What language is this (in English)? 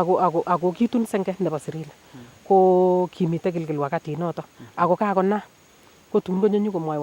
Nandi